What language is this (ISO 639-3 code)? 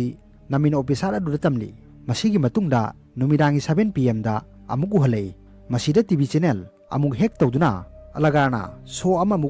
mni